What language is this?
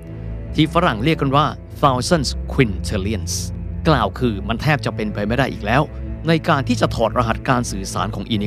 Thai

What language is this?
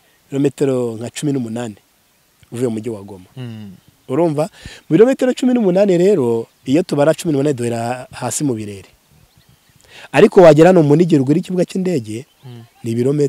Kinyarwanda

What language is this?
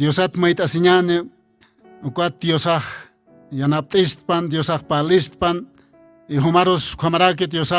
Aymara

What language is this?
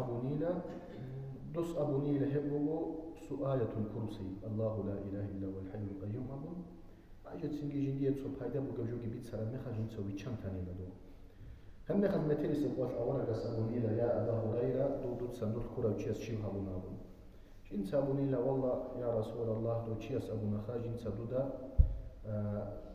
Avaric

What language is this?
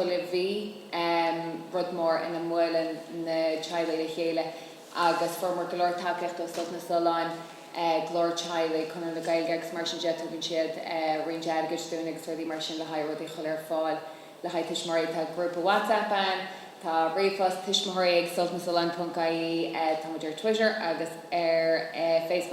Irish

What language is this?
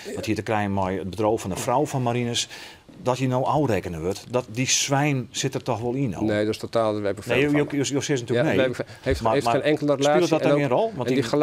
Western Frisian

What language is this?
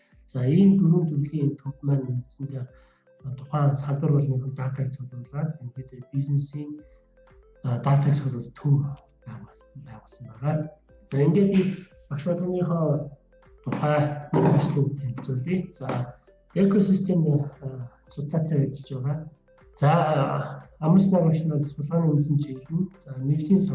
Mongolian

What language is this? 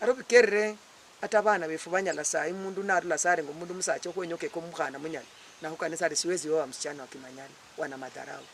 Luyia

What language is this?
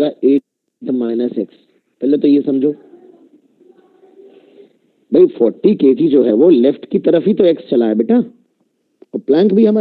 Hindi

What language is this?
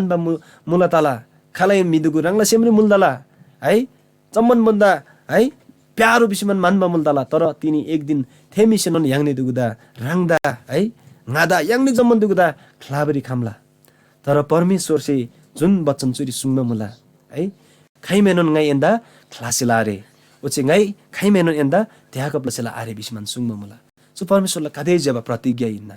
Eastern Tamang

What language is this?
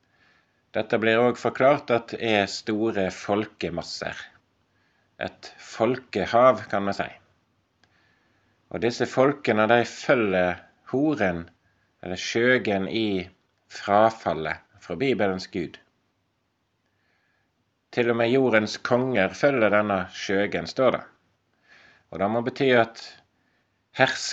Norwegian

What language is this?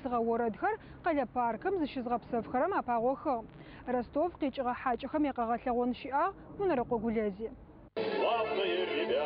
Adyghe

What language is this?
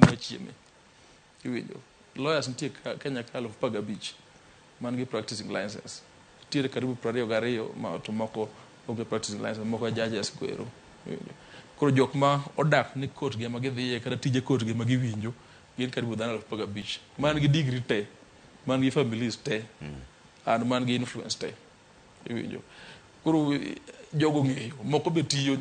Luo (Kenya and Tanzania)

